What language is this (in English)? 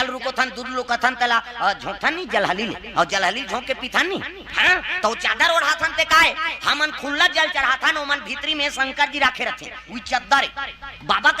Chhattisgarhi